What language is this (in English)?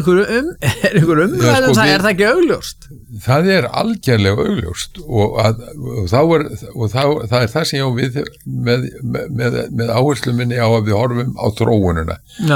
Icelandic